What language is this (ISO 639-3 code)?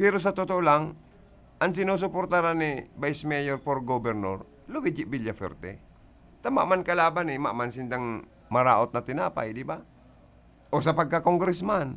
bik